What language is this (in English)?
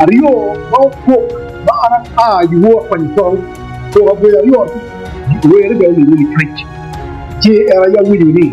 Acoli